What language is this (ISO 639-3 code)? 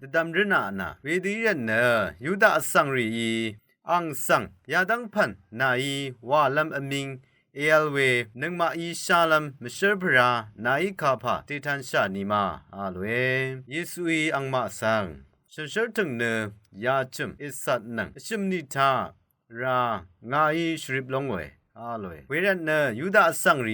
raw